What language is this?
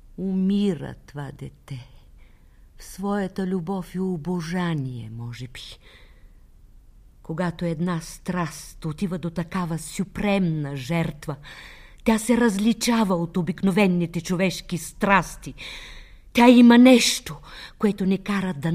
Bulgarian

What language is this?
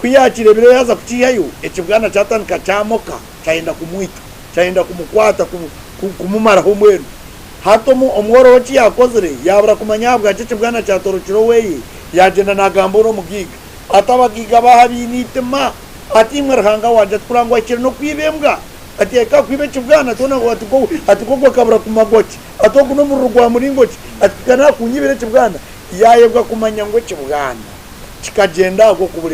Nyankole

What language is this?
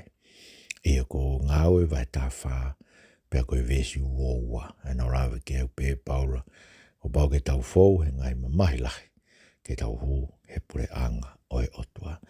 Tongan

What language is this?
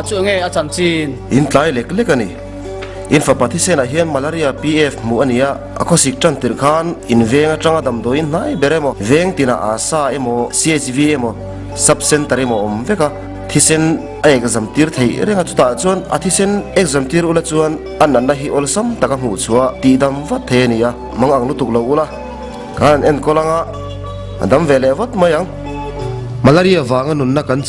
Mizo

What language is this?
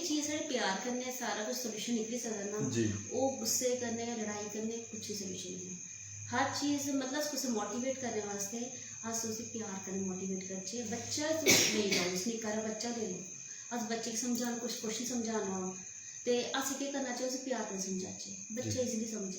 Dogri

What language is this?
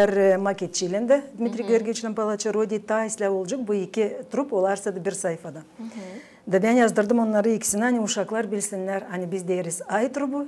Gagauz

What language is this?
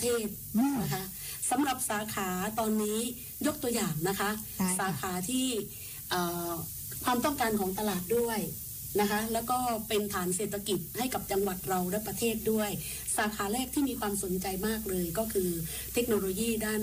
Thai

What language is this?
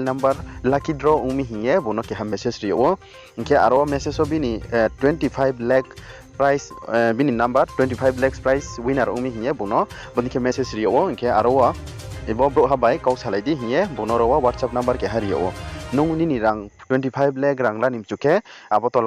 Riang (India)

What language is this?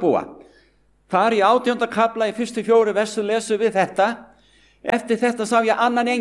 Icelandic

